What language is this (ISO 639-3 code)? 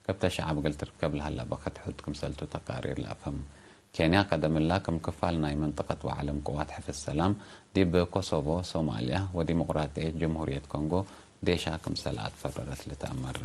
tig